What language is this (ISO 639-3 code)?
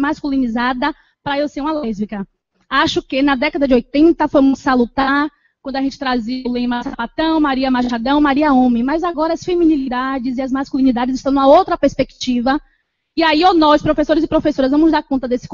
por